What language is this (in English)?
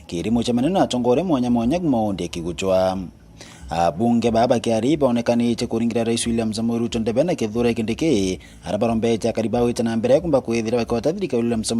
Meru